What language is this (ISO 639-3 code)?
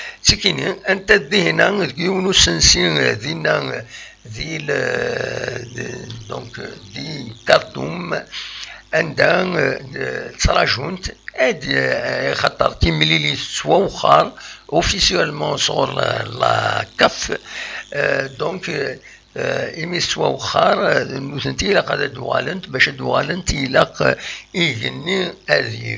kab